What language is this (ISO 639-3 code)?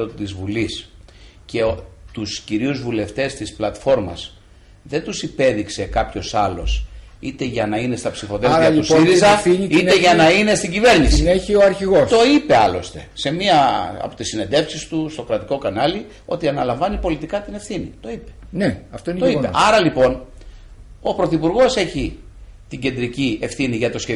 ell